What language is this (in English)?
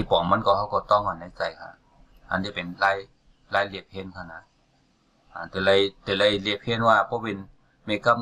Shan